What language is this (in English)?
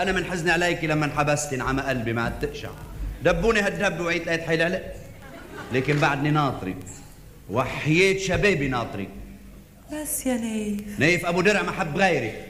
North Levantine Arabic